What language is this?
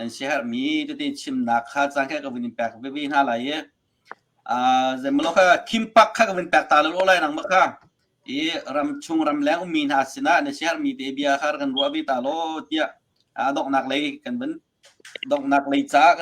Hakha Chin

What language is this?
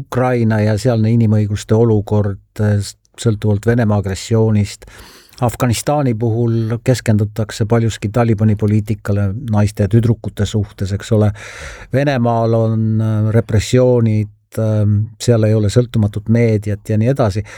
Estonian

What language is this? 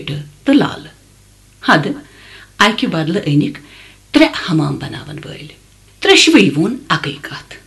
Kashmiri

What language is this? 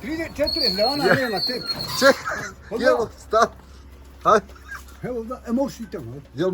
Bosnian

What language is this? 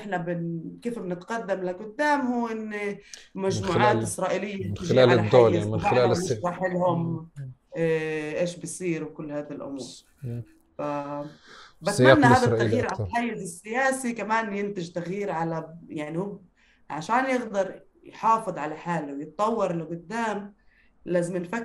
North Levantine Arabic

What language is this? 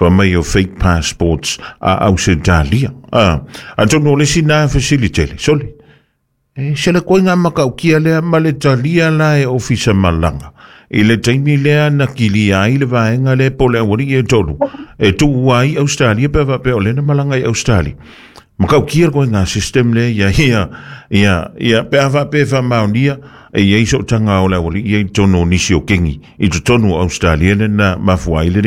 Samoan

